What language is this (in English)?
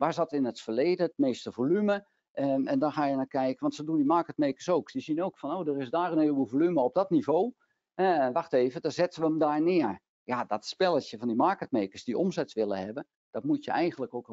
Dutch